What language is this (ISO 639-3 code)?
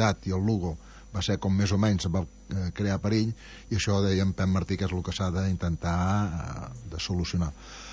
cat